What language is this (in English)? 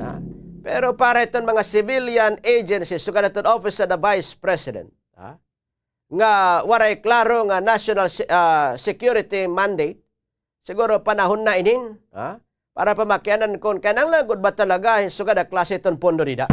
Waray